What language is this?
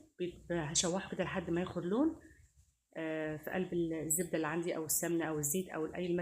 Egyptian Arabic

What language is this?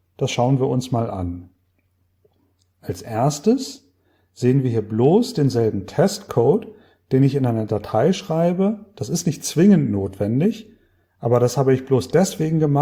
German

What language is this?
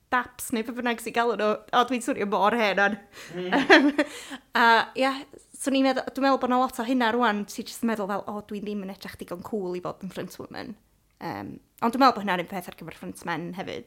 Welsh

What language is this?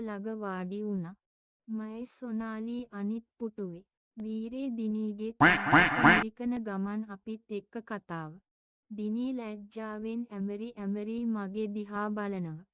Sinhala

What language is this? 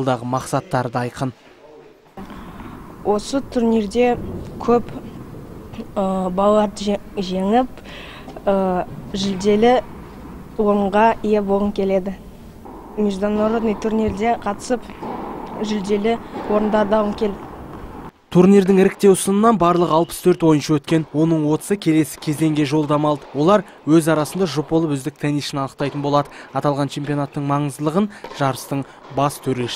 Kazakh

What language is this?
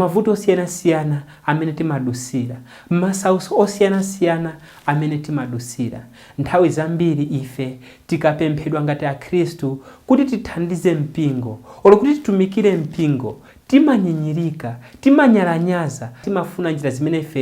Nyanja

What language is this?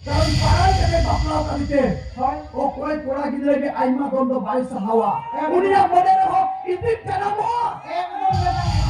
Santali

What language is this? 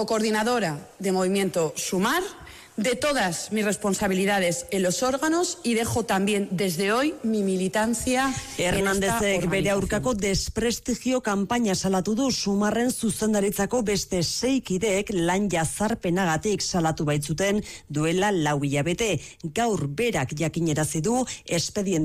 Basque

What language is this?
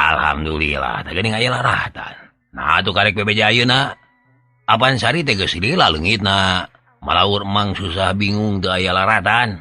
Sundanese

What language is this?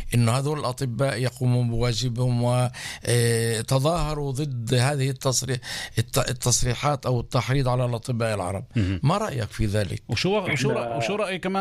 North Levantine Arabic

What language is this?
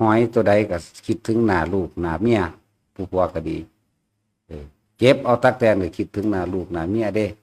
Northeastern Thai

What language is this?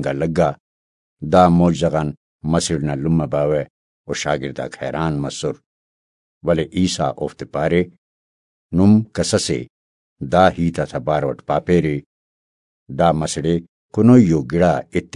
Brahui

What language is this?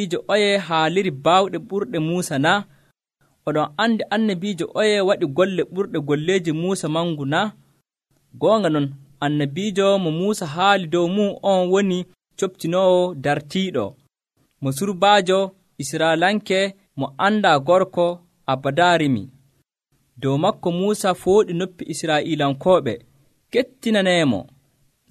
Nigerian Fulfulde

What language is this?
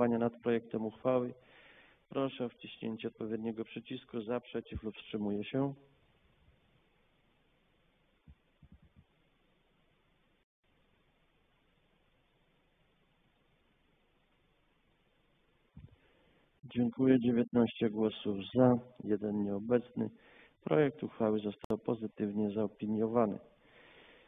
Polish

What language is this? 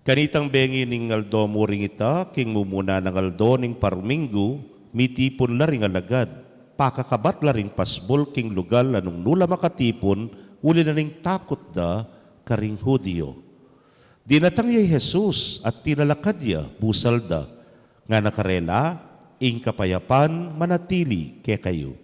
Pampanga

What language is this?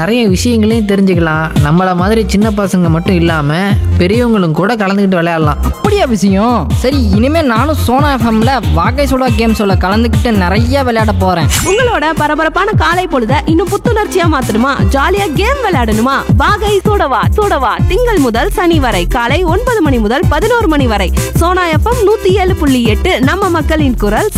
Tamil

